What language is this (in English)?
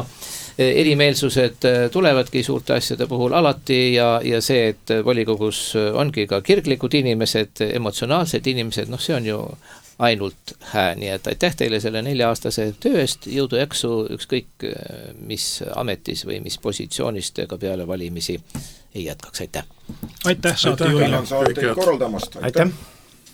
Estonian